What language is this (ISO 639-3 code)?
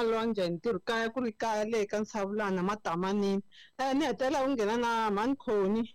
tso